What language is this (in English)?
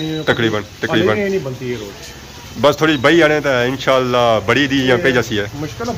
Pahari-Potwari